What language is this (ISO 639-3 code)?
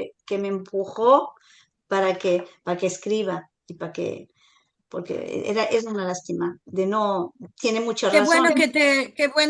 lad